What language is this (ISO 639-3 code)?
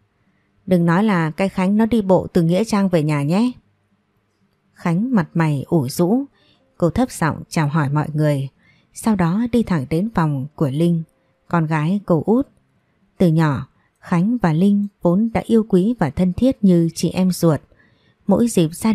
vie